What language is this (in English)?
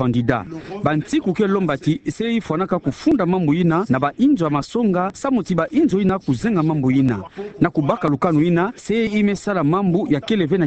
Kituba (Democratic Republic of Congo)